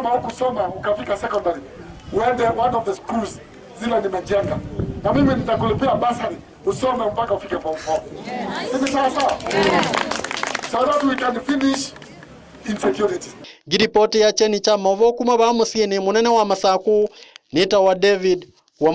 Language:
Kamba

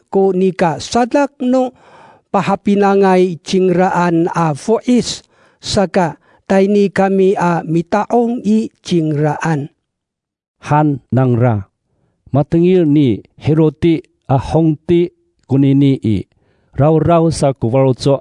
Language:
Amis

